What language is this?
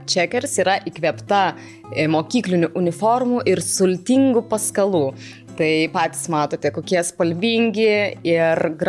Lithuanian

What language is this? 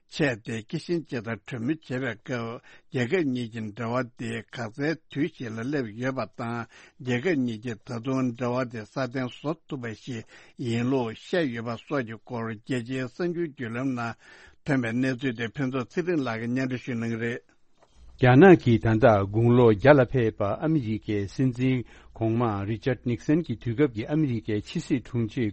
Tibetan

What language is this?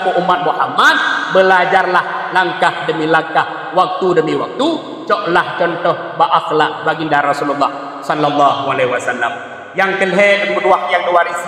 Achinese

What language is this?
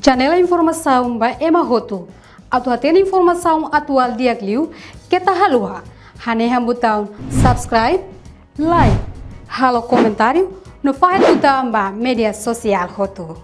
Tetum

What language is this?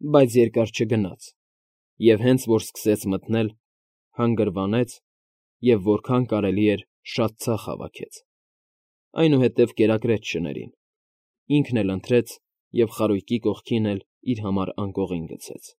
Armenian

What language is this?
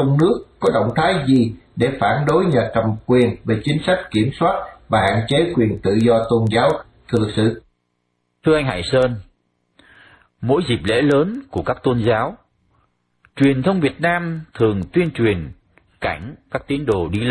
Vietnamese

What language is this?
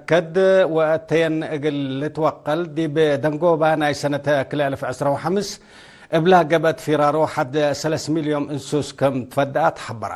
Tigre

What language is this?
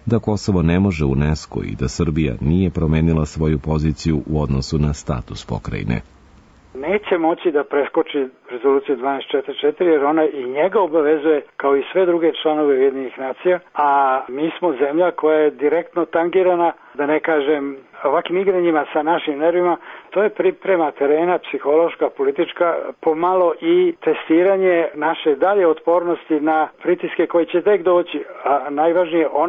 Serbian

